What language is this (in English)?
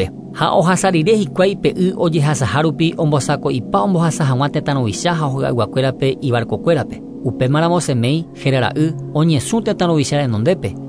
Guarani